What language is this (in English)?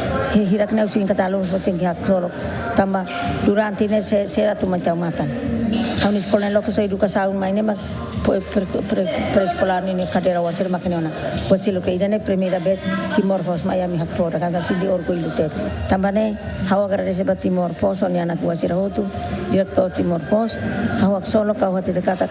Tetum